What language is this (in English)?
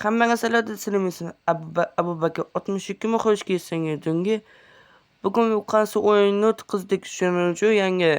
Uzbek